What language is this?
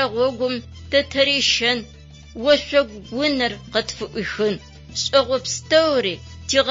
Adyghe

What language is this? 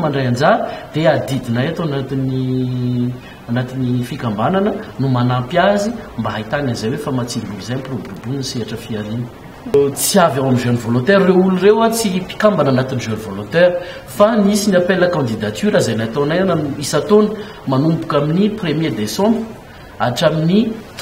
Malagasy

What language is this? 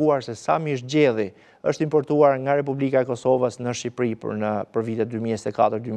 Albanian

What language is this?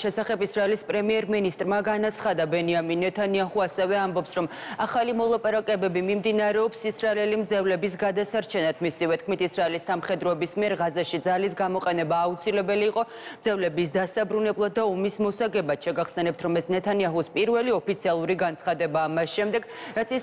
Georgian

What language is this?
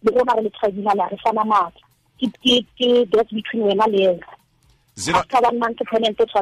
Tswana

